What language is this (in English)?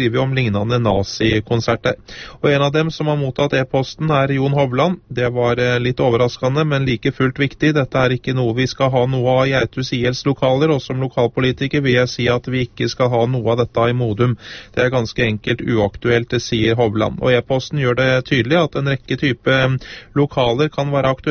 Norwegian